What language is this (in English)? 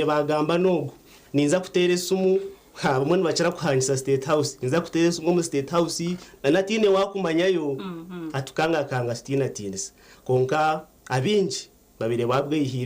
Nyankole